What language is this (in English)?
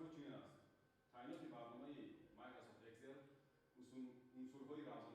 Tajik